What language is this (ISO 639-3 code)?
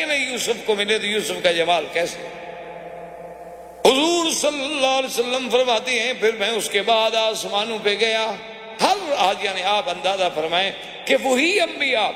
urd